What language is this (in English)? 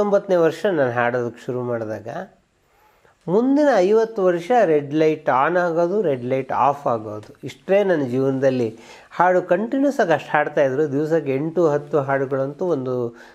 Kannada